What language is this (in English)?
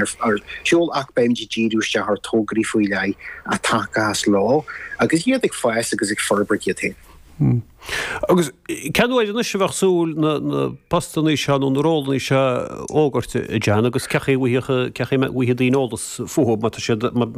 Irish